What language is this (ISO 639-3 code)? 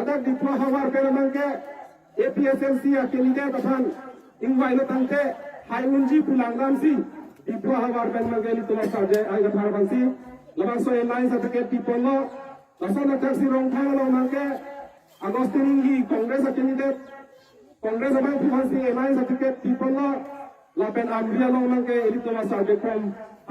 mjw